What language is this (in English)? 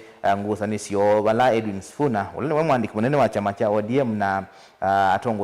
Kamba